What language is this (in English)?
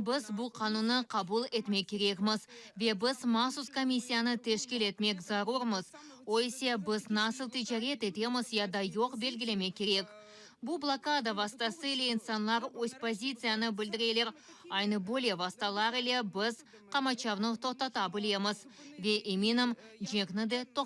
Crimean Tatar